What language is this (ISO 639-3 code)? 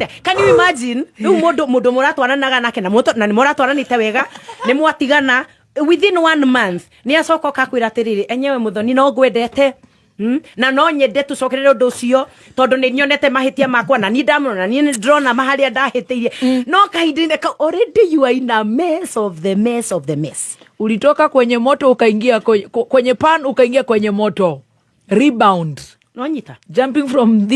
kik